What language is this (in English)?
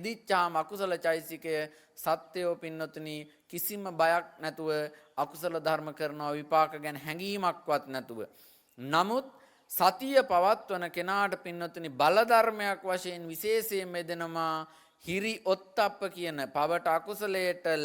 Sinhala